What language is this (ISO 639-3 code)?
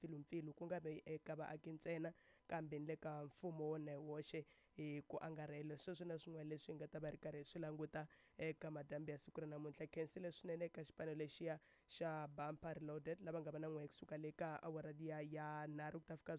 tso